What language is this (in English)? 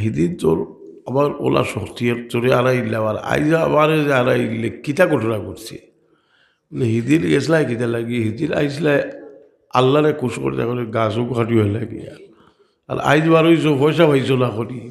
Sylheti